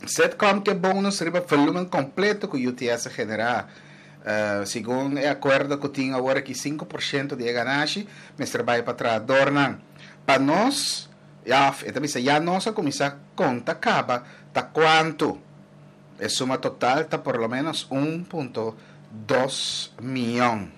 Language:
Papiamento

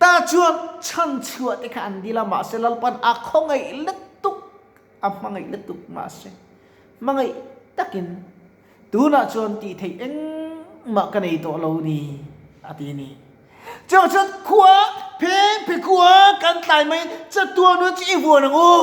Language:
Mizo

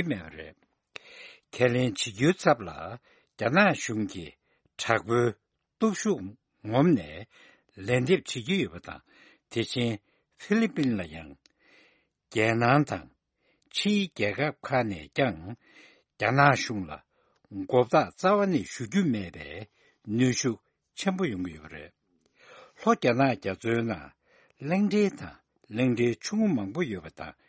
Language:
Tibetan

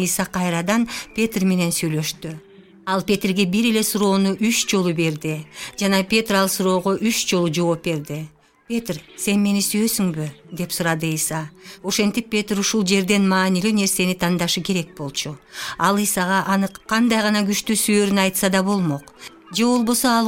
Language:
Kyrgyz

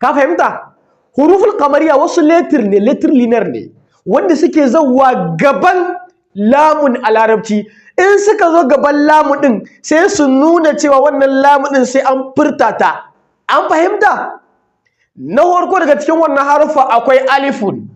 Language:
Hausa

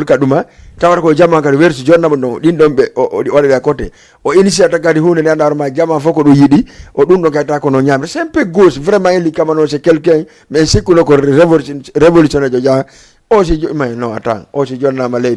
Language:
Fula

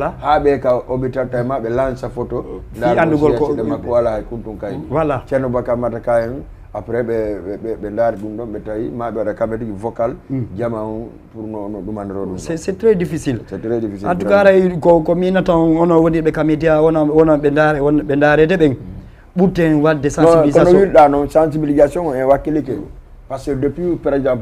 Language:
Fula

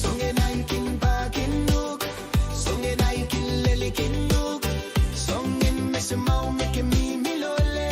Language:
Pohnpeian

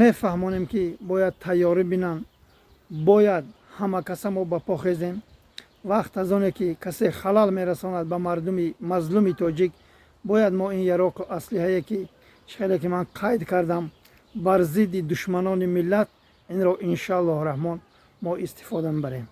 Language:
Tajik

